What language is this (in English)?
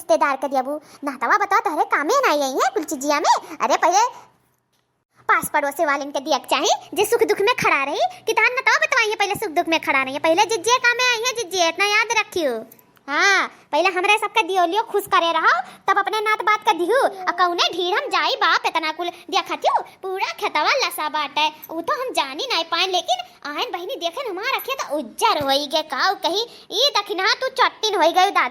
Awadhi